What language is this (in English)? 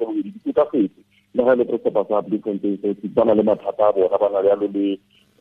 Tswana